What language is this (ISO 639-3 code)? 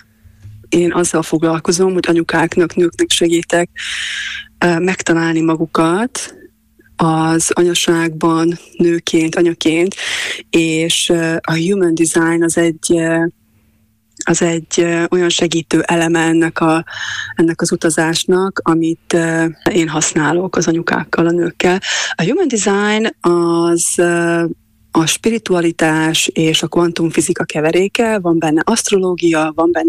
hun